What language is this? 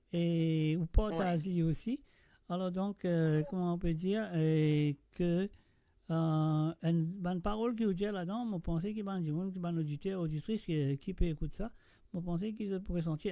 Morisyen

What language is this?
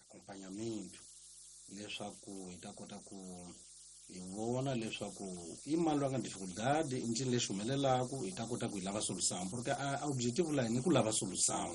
Tsonga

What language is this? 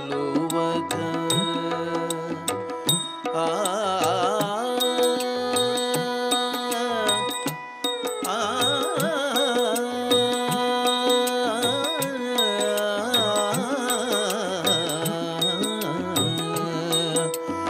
Telugu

